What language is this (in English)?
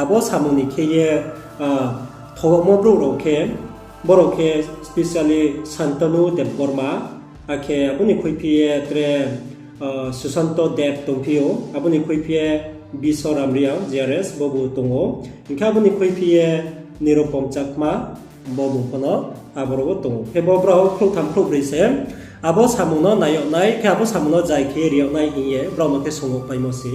Riang (India)